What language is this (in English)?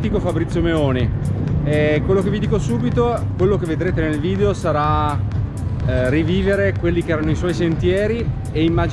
Italian